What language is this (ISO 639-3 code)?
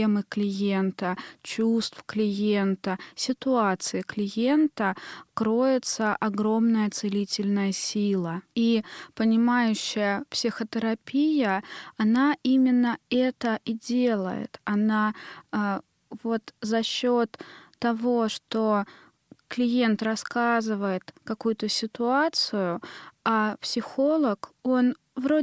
rus